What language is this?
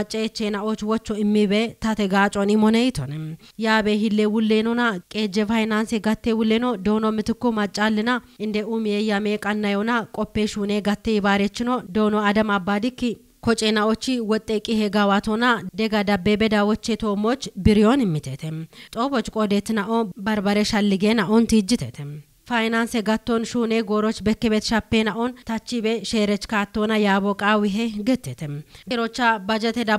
Kafa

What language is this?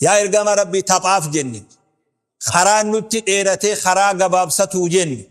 Oromo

